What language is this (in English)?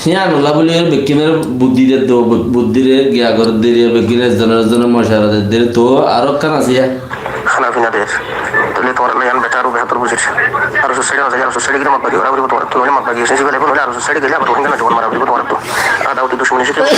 Rohingya